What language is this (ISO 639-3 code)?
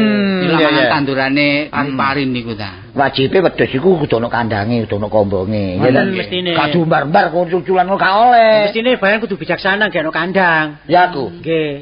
jav